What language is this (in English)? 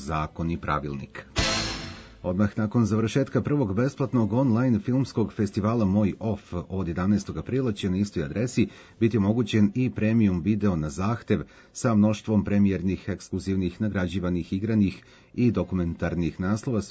Serbian